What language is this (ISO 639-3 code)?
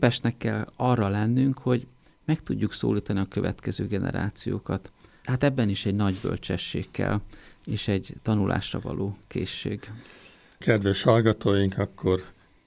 hun